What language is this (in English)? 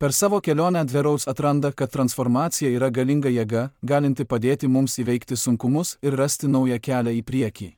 Lithuanian